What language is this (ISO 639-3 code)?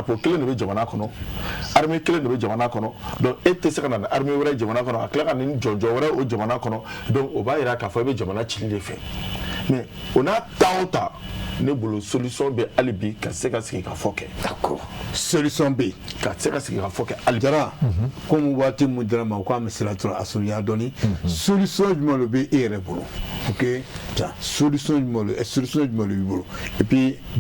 bam